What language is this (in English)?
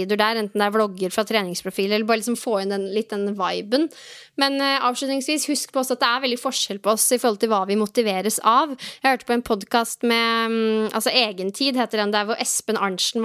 Norwegian